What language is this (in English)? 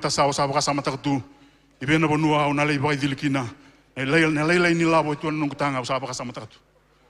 Fijian